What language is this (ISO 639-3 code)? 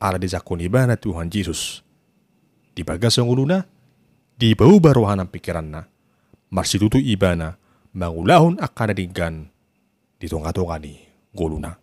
bbc